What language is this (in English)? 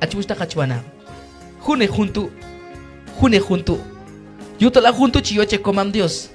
Q'anjob'al